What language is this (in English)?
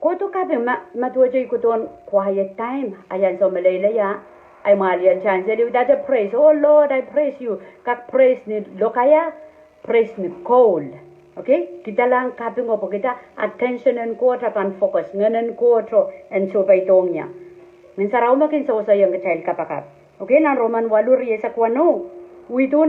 Pohnpeian